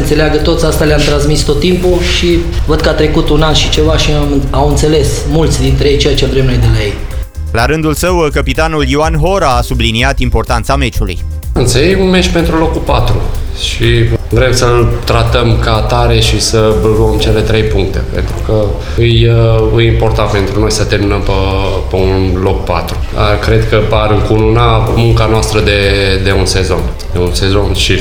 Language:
Romanian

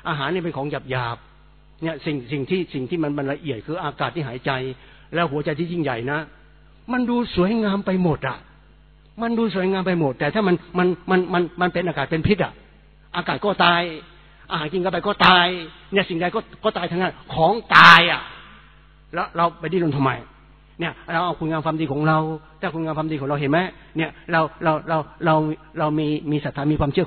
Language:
Thai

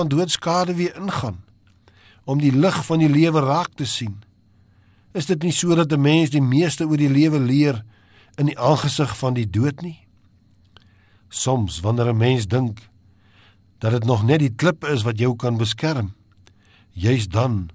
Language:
Afrikaans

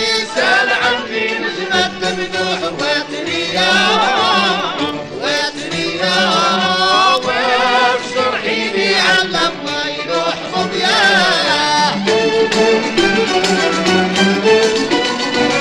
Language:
Arabic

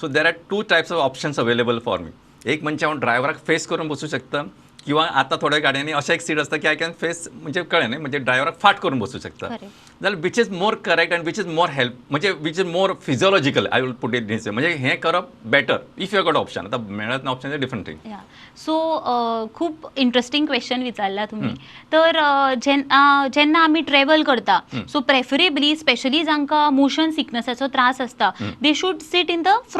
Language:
Konkani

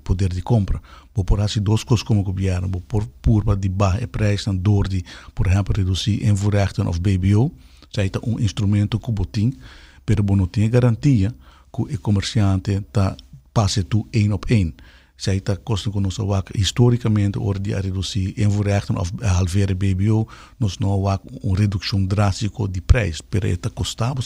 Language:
Papiamento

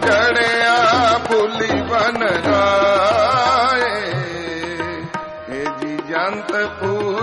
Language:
Punjabi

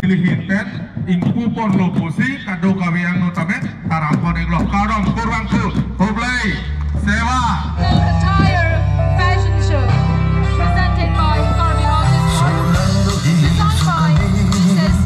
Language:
Karbi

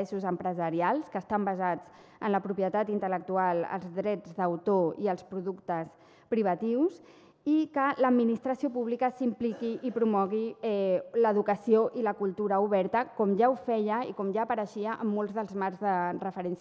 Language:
Catalan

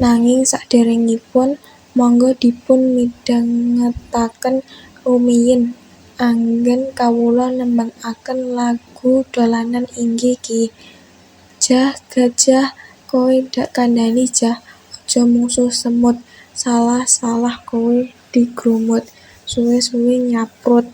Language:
Javanese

